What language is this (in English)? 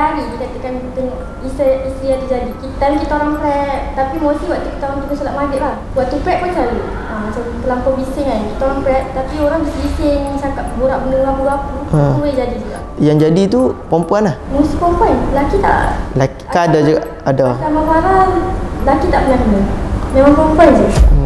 Malay